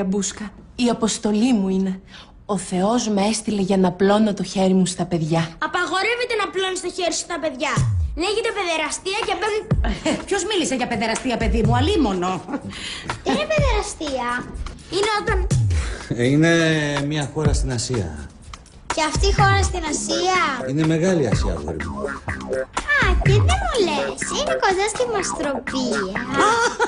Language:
Greek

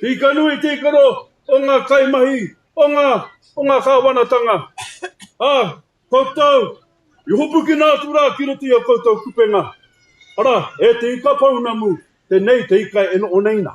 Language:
Māori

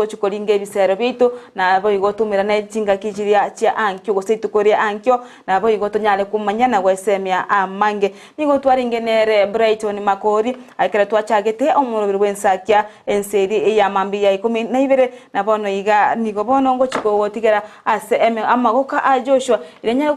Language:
Gusii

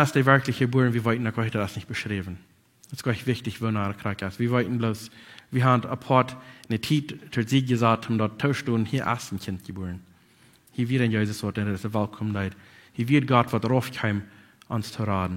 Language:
Plautdietsch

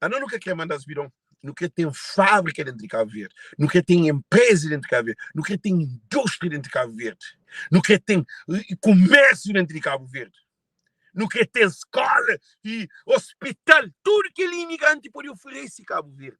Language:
Kabuverdianu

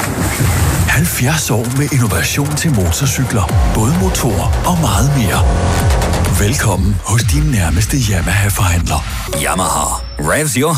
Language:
Danish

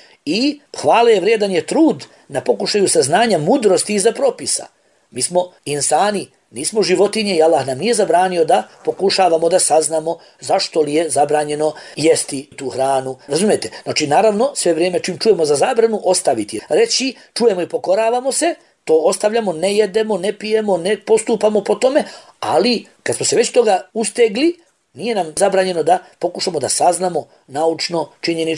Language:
Bosnian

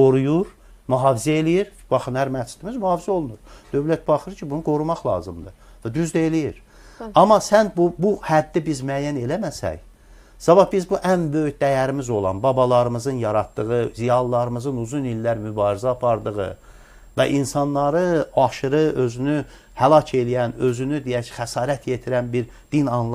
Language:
Azerbaijani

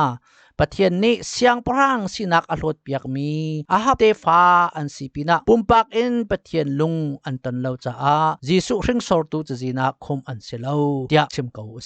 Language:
Hakha Chin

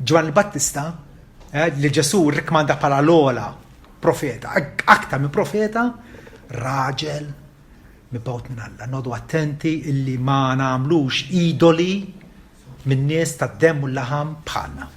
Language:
Maltese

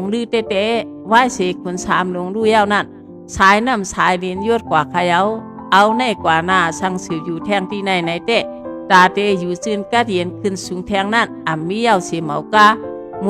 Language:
Shan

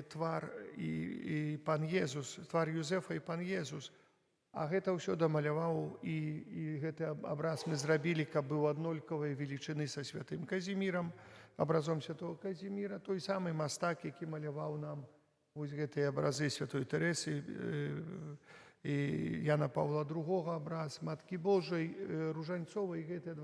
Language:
Belarusian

